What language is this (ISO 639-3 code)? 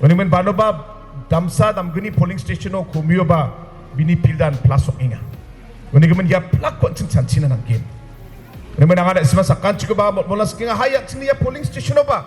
grt